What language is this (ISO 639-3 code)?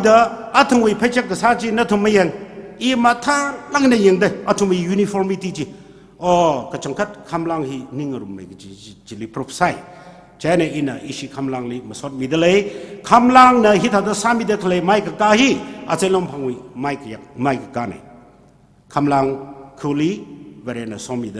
nmf